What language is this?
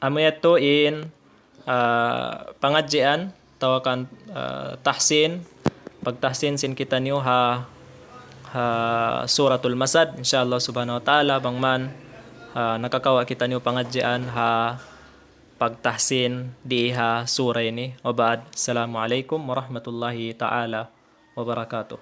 Tausug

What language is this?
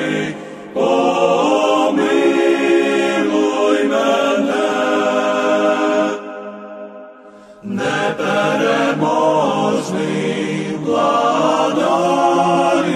Ukrainian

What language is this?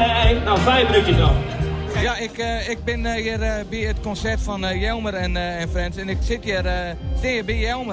Western Frisian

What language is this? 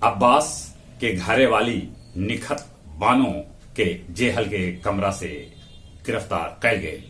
Magahi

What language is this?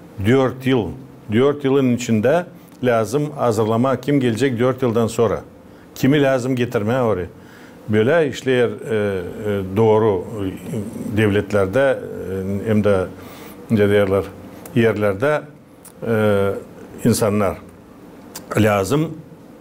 Gagauz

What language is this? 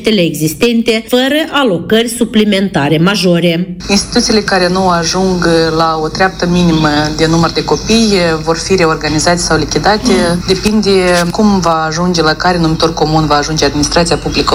Romanian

